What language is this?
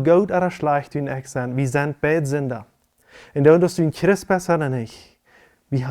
Plautdietsch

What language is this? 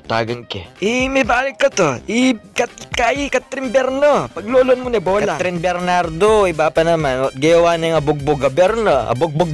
Pampanga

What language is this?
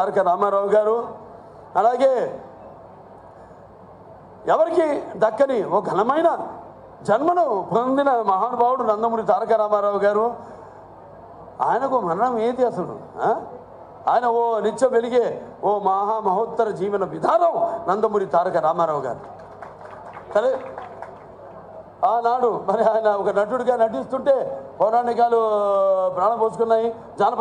Telugu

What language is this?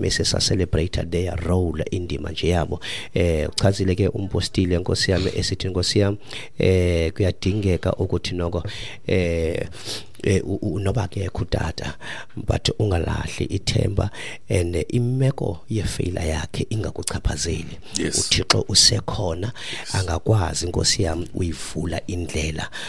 Xhosa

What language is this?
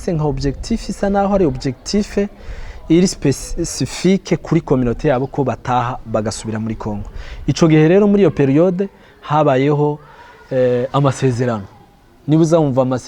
Rundi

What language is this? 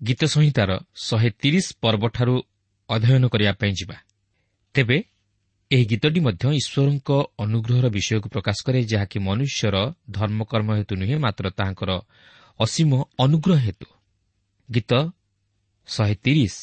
Odia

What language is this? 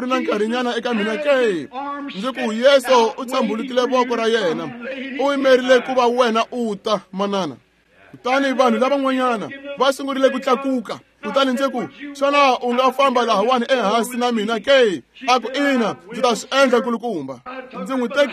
Tsonga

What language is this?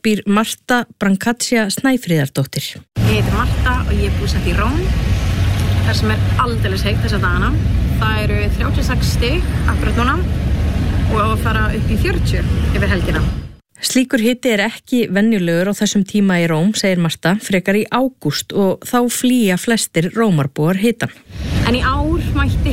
Icelandic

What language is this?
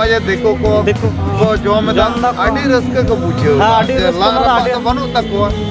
Santali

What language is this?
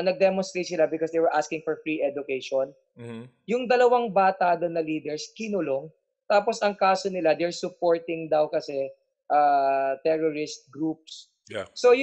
Filipino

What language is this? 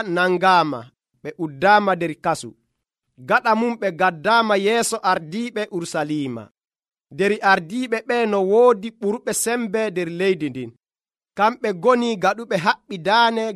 Nigerian Fulfulde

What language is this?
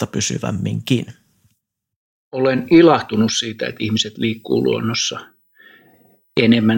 Finnish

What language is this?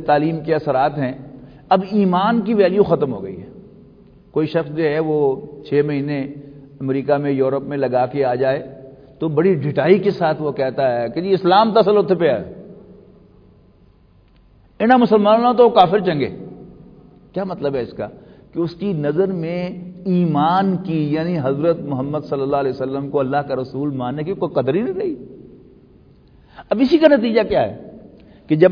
Urdu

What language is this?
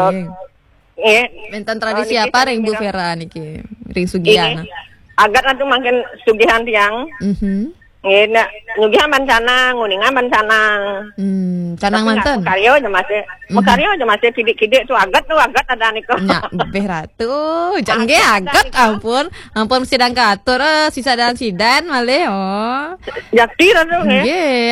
Balinese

